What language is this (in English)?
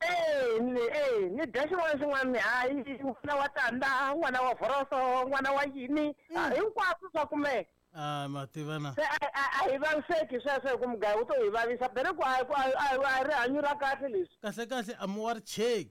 Tsonga